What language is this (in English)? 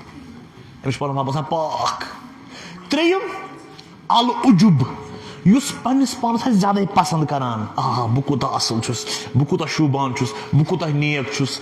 Kashmiri